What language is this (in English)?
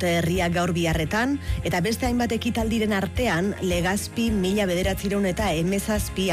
Basque